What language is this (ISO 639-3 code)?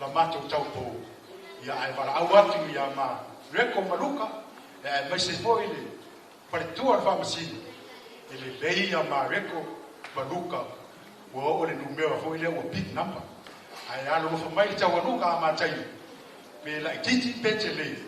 smo